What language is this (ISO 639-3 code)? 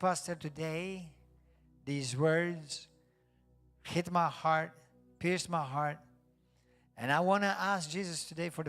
eng